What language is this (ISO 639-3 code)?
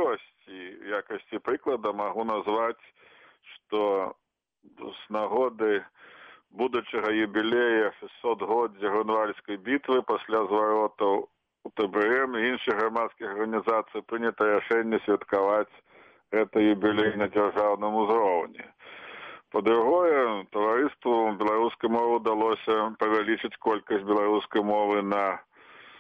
bel